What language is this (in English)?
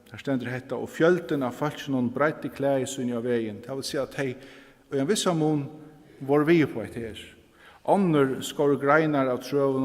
Faroese